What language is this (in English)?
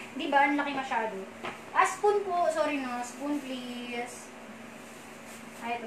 Filipino